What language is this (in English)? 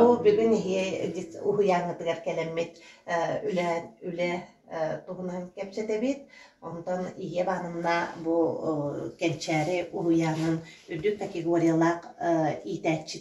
Yakut